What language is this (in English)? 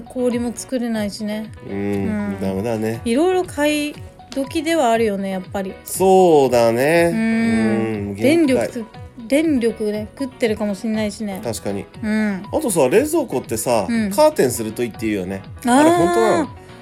Japanese